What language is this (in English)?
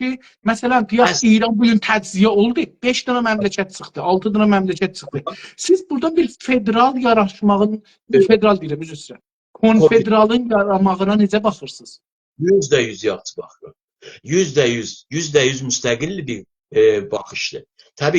South Azerbaijani